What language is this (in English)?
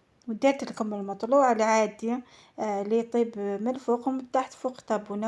Algerian Arabic